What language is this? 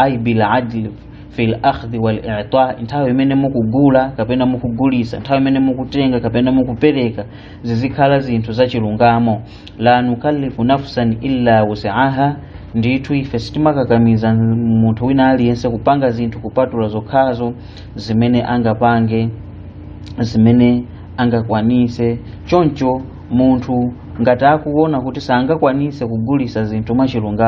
Nyanja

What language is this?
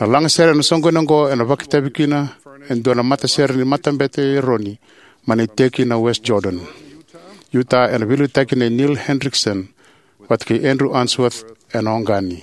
Fijian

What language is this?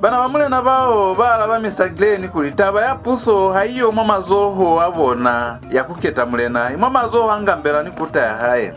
Lozi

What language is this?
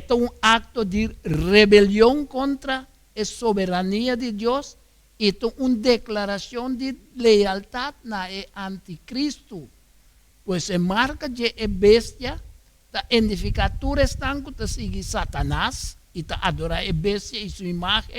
Papiamento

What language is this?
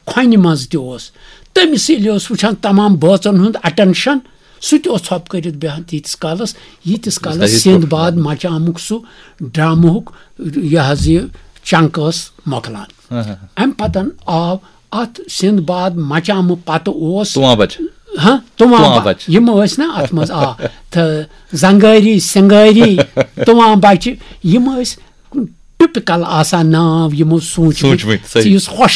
Kashmiri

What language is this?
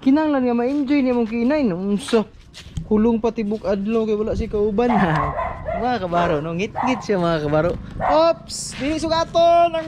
Cebuano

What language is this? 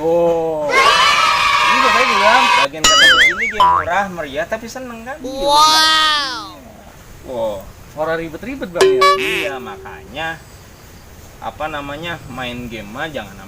Betawi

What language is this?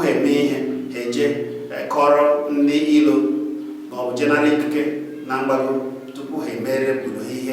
Igbo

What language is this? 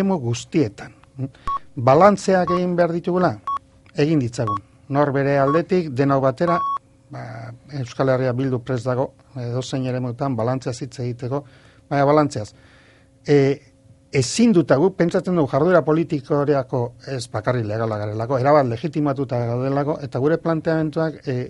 Basque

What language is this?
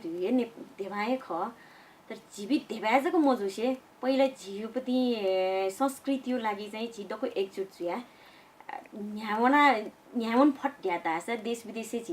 Newari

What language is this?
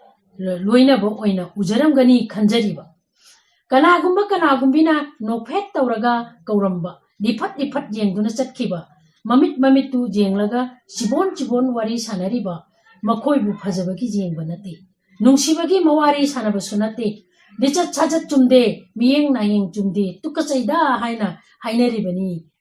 Manipuri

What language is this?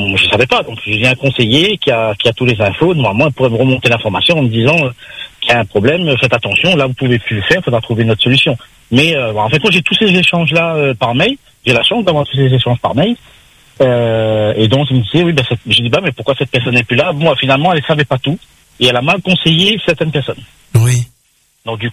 French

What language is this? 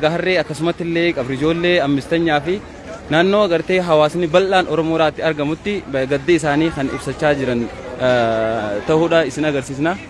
Oromo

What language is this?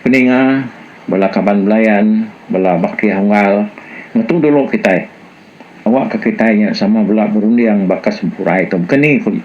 Iban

